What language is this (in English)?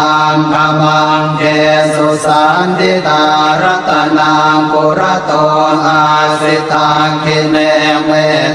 Pali